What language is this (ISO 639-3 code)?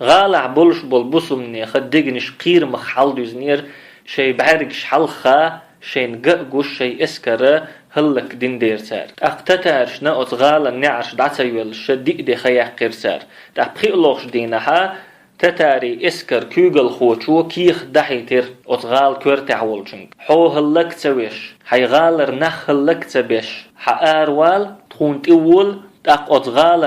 che